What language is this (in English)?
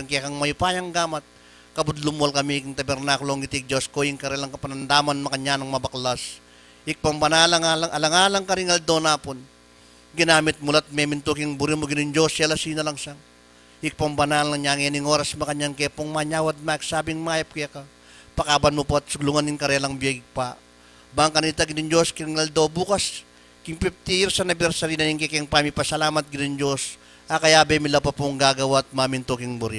Pampanga